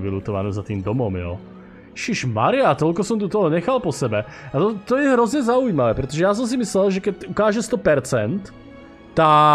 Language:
Slovak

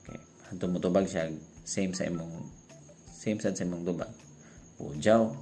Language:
Cebuano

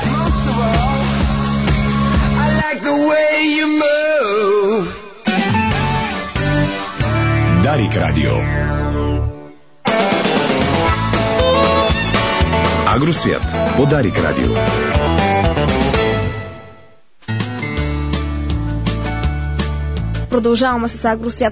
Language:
Bulgarian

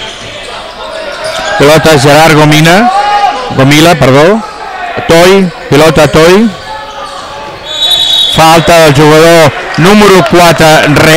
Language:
Catalan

